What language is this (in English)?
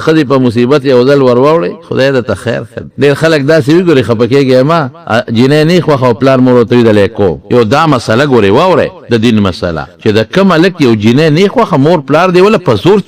Pashto